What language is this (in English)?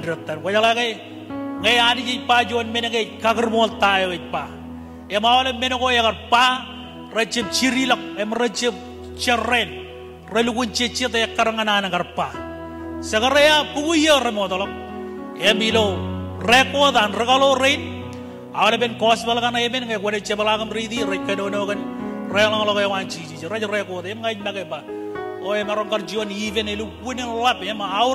Marshallese